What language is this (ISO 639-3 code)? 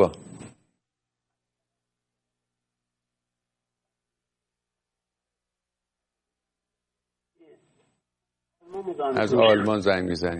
fas